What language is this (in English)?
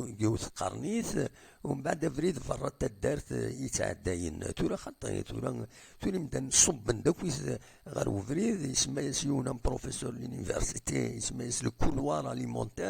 Kabyle